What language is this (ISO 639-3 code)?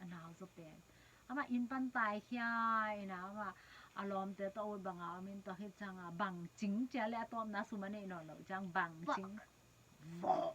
ctd